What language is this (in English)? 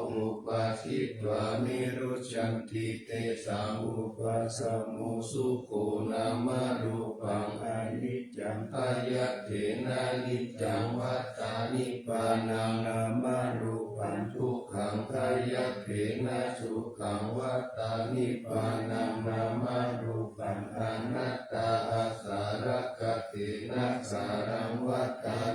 Pali